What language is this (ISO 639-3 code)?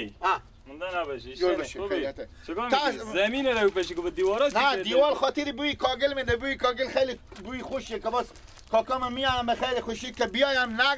fas